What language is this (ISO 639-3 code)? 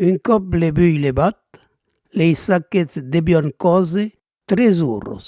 oci